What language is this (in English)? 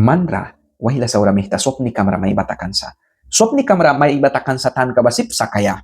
Mískito